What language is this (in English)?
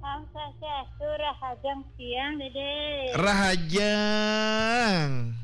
Balinese